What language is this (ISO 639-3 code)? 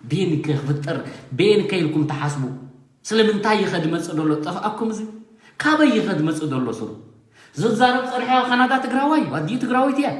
tir